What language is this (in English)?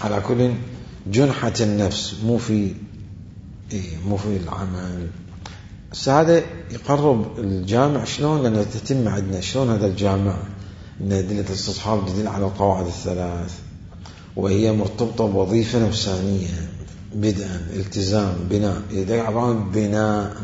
Mesopotamian Arabic